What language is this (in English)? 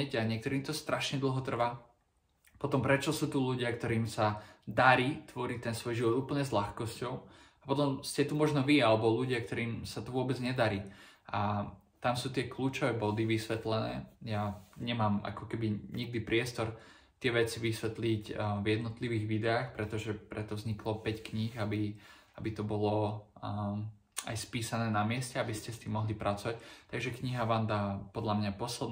Slovak